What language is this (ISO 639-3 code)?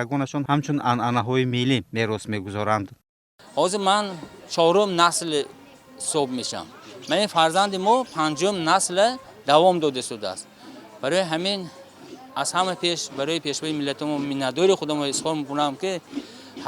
tgk